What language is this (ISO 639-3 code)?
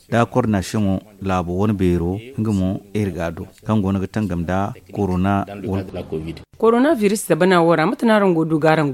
dje